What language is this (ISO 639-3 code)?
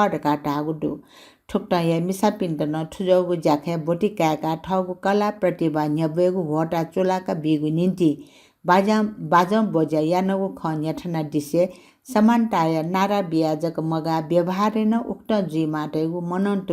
new